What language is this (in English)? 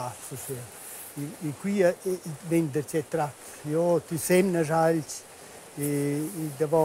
Romansh